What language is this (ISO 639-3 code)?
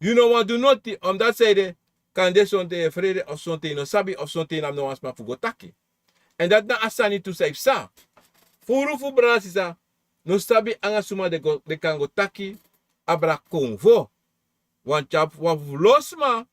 srn